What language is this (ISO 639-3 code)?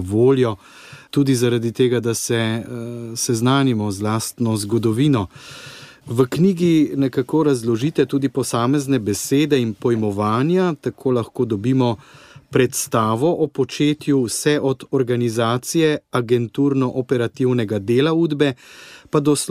slv